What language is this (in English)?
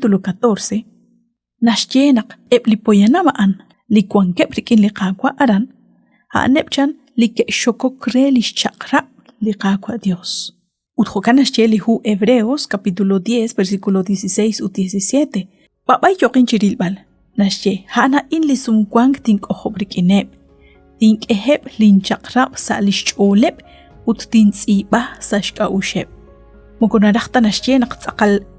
Kekchí